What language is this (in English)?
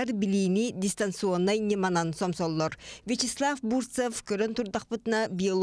Yakut